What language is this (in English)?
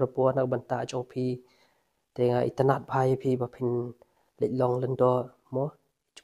Khasi